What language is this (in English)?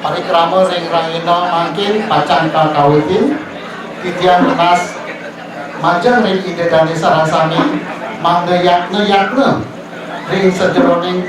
Balinese